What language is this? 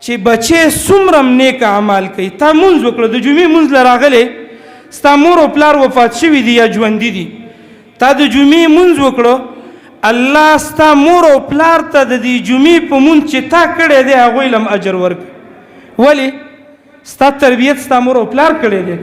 Pashto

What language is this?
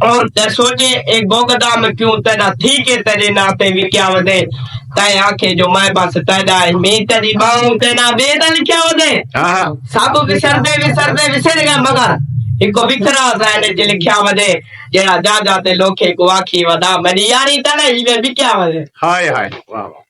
Saraiki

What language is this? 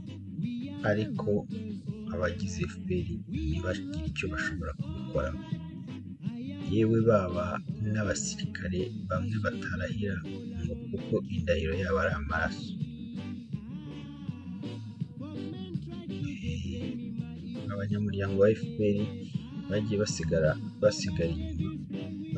Kinyarwanda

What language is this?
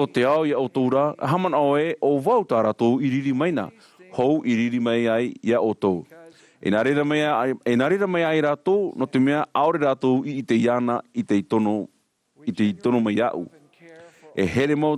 Tahitian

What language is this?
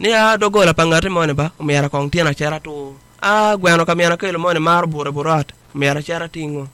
Acoli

